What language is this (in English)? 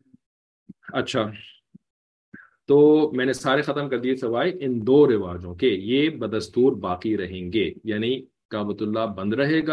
Urdu